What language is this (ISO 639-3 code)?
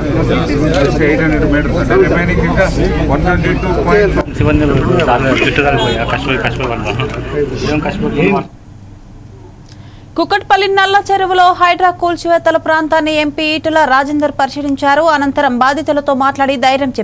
tel